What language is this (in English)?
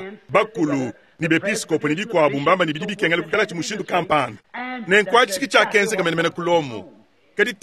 Luba-Lulua